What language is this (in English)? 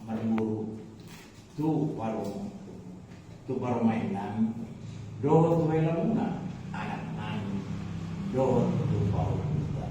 Batak Toba